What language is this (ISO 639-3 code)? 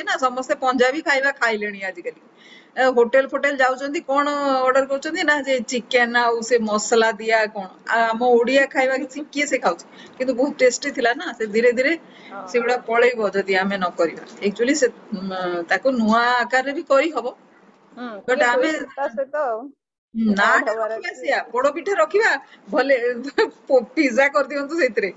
ori